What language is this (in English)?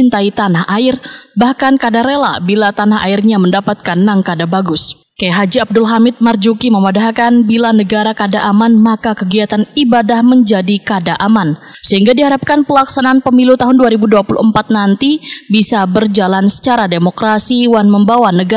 Banjar